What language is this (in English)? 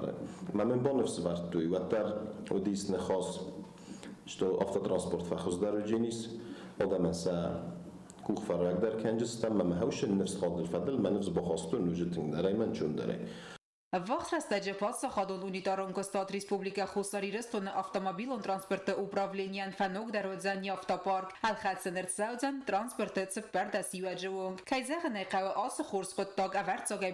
Ossetic